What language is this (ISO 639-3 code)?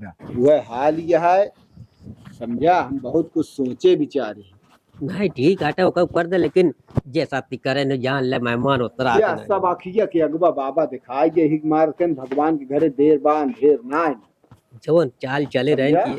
awa